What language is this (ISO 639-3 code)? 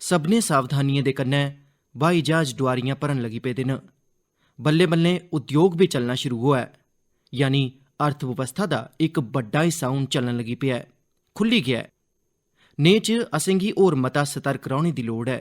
doi